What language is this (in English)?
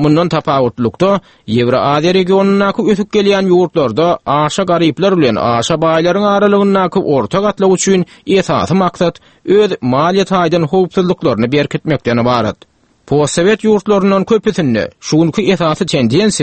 Turkmen